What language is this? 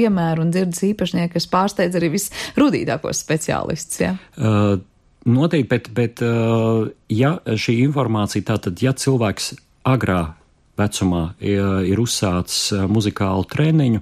Latvian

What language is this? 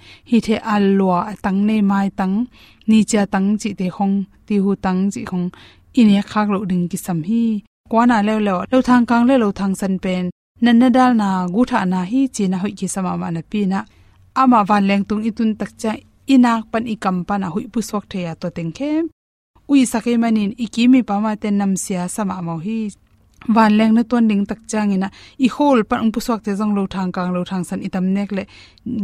Tedim Chin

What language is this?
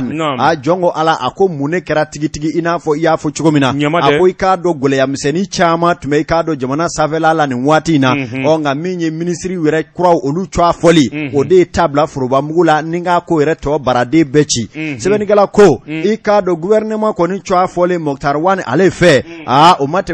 Bambara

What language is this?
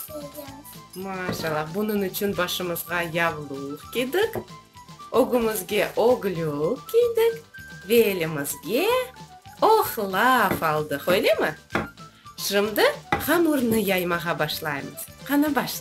Crimean Tatar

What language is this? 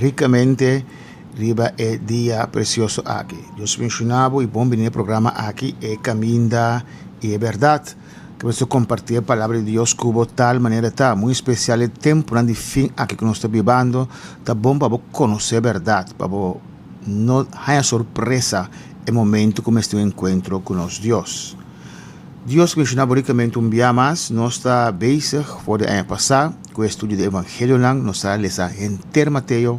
Papiamento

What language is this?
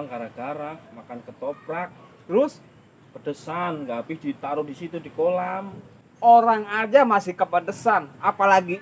Betawi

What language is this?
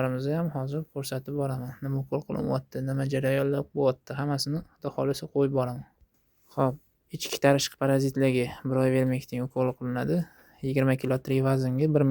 Uzbek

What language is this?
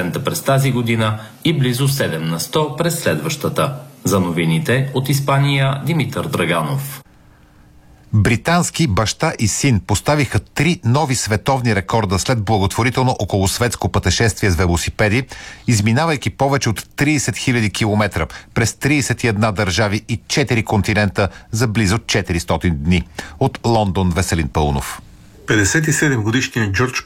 Bulgarian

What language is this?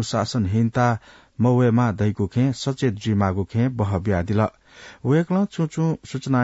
Newari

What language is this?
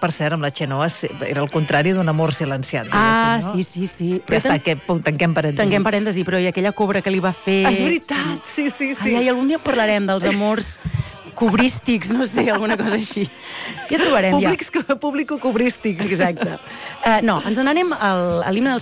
Catalan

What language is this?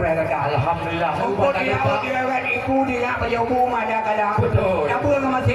Achinese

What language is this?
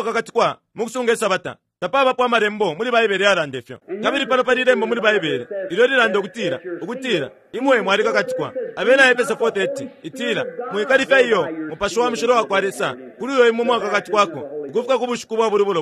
Bemba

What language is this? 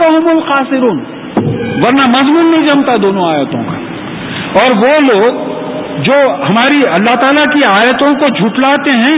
Urdu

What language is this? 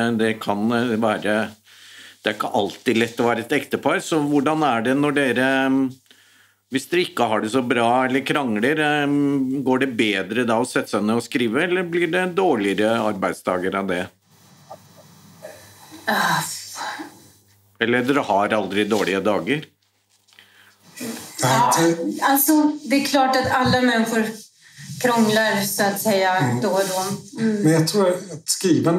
Swedish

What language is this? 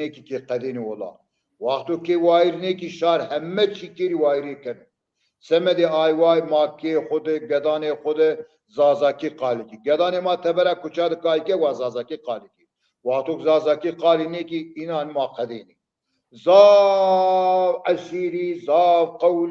Zaza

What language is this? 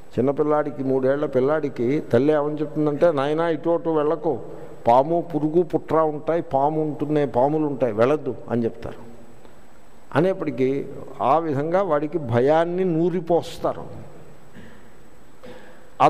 Telugu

